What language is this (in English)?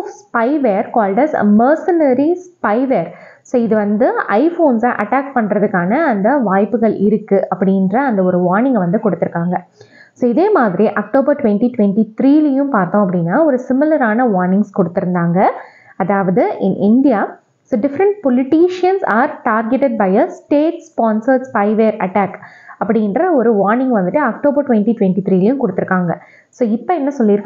Tamil